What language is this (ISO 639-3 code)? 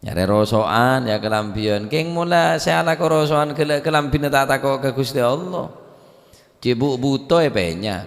mad